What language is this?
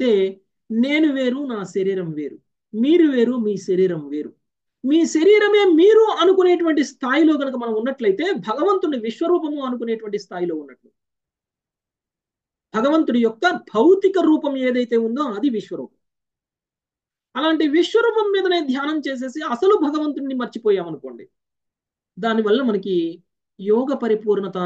Telugu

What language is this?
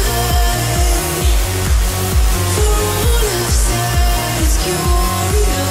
English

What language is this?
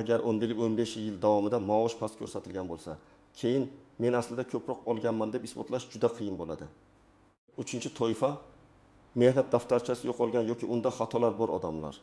Uzbek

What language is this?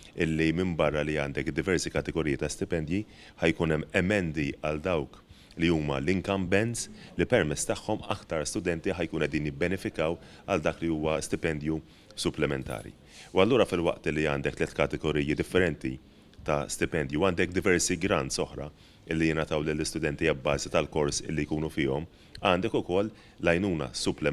Maltese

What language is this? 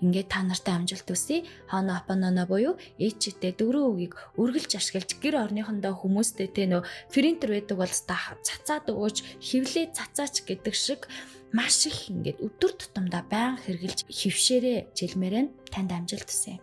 Mongolian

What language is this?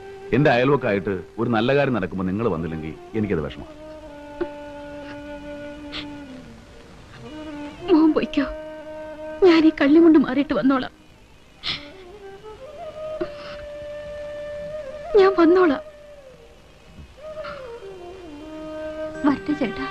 Malayalam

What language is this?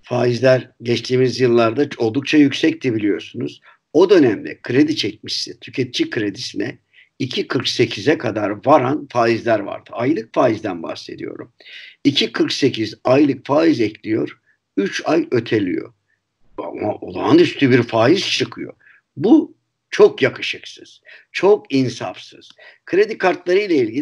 Turkish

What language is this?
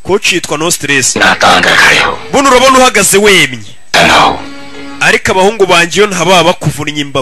Kinyarwanda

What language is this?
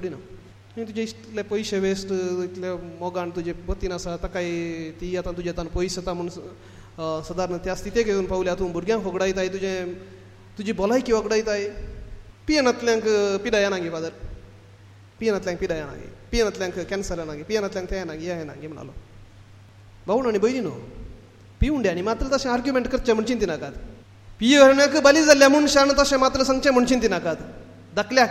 Konkani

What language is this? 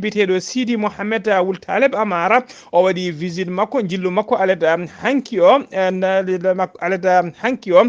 Fula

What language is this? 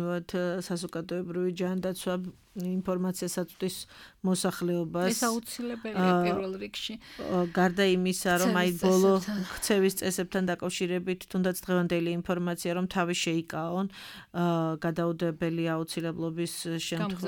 Georgian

